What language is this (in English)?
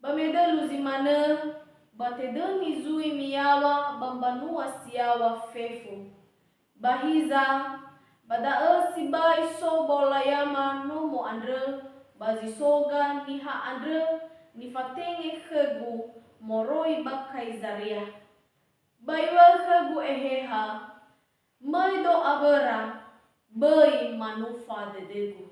Nias